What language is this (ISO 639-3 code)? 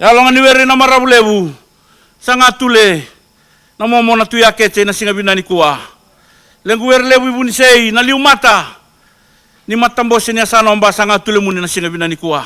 fij